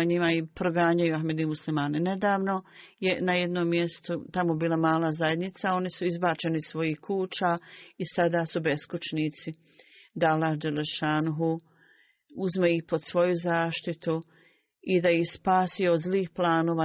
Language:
Bosnian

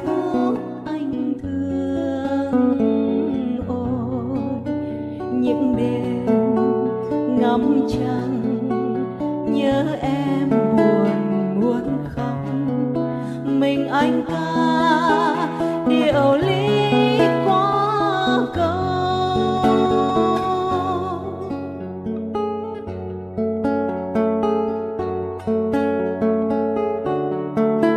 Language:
Vietnamese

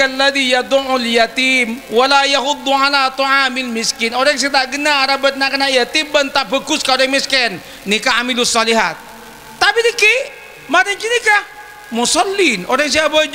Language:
Madurese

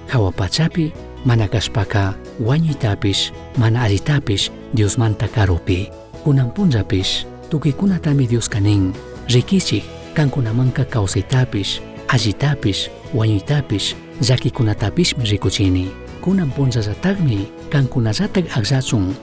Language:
Chimborazo Highland Quichua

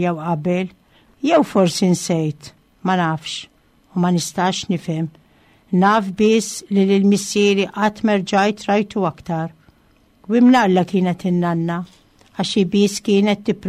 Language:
Maltese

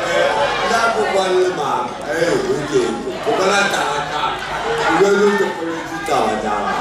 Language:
Northern Sotho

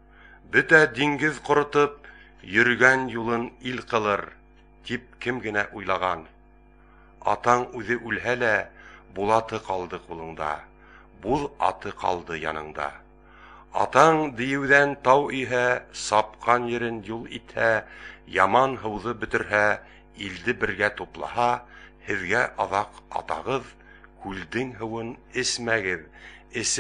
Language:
Bashkir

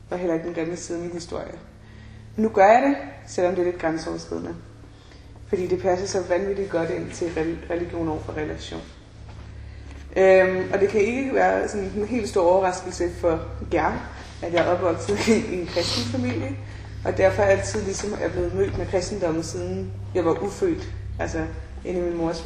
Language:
Danish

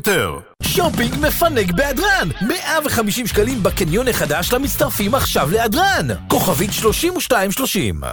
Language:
Hebrew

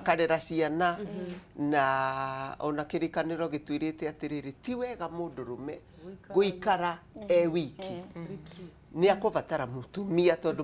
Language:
Kikuyu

